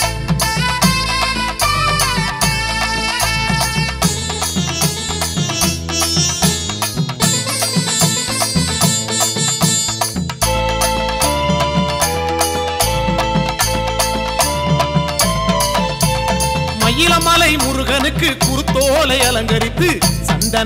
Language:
Tamil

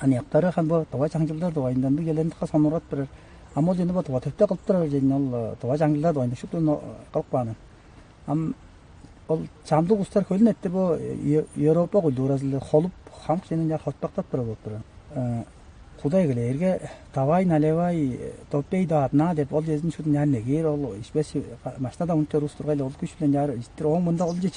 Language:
Tuvinian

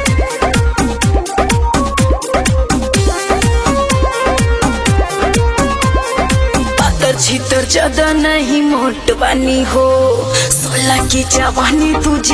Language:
Bhojpuri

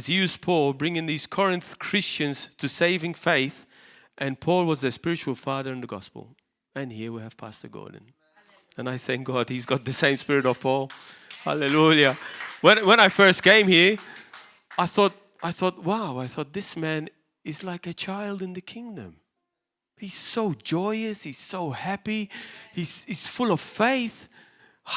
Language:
English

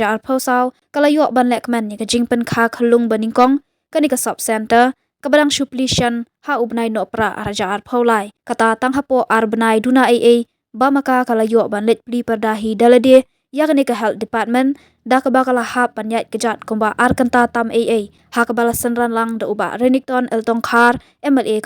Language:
Khasi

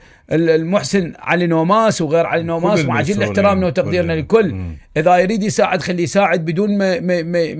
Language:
Mesopotamian Arabic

